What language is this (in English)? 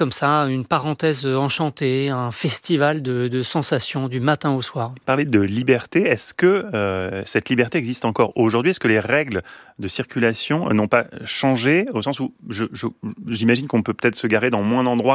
French